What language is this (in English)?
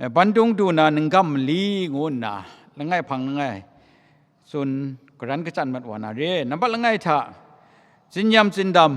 Kachin